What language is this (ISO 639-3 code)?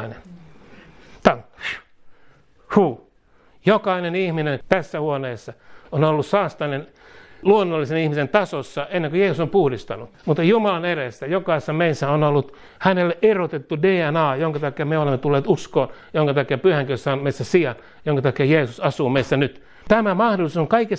fin